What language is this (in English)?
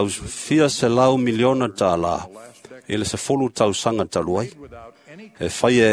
Samoan